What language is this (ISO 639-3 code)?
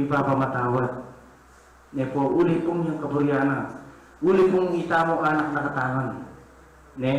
pam